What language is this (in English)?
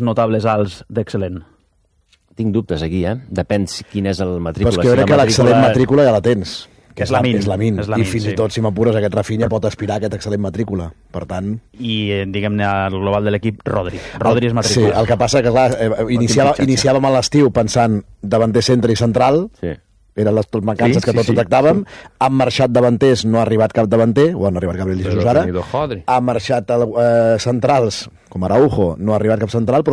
Catalan